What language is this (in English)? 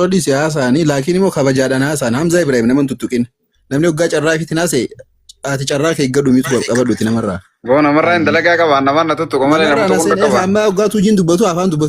Oromo